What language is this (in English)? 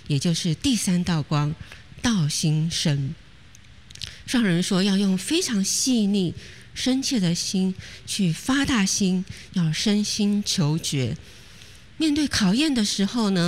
Chinese